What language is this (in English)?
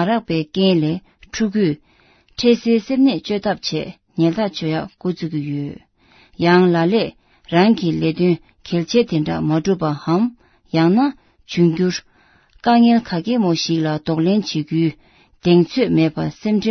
Tibetan